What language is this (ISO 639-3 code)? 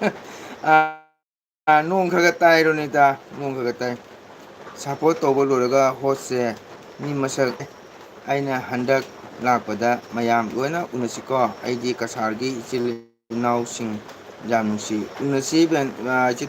mni